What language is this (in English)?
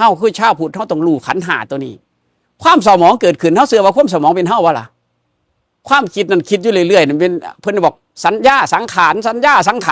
Northeastern Thai